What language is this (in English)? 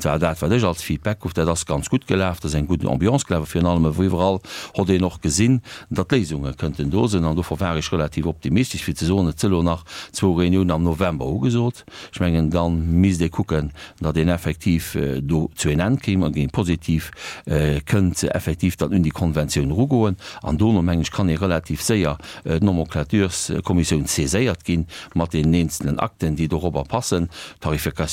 Luxembourgish